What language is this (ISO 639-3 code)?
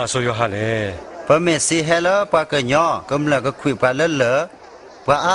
ksw